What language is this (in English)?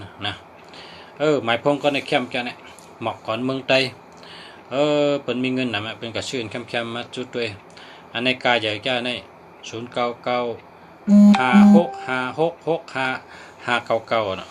Shan